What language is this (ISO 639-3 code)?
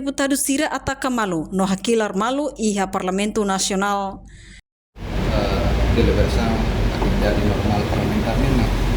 tet